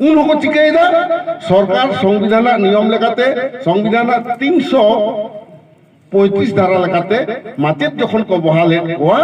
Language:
Santali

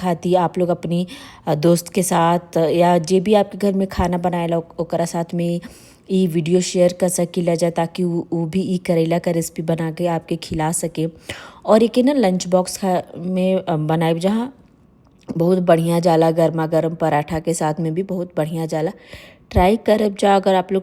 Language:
Bhojpuri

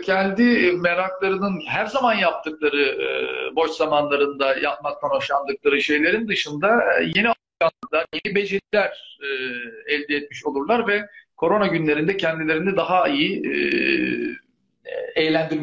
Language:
Turkish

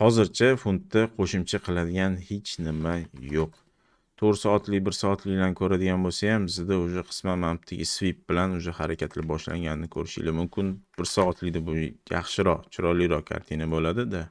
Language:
Uzbek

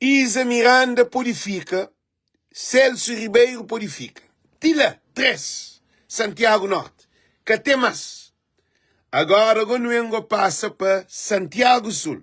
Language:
Kabuverdianu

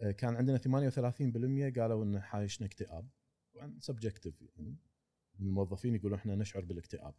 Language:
Gulf Arabic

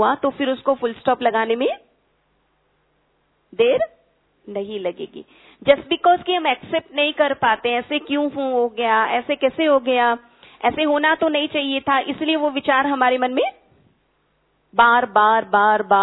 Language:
Hindi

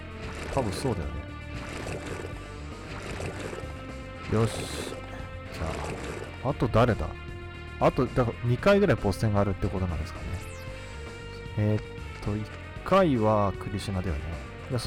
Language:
Japanese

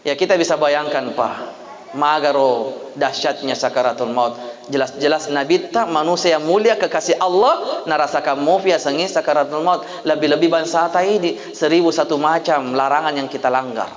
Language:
Buginese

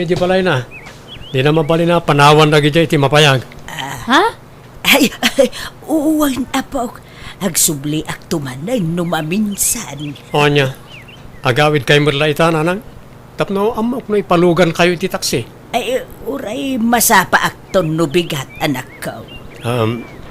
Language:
Iloko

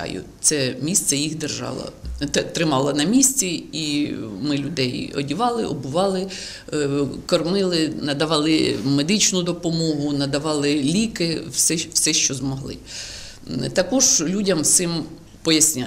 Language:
Ukrainian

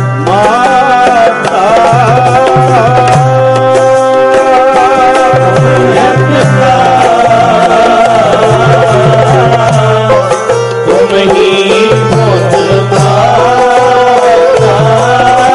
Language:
Punjabi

